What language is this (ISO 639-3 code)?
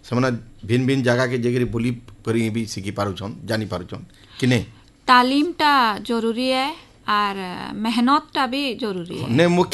ori